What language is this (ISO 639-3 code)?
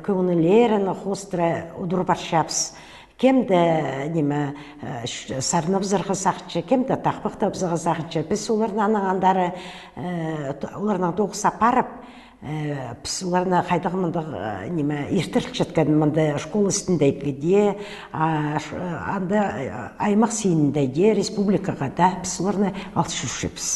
kjh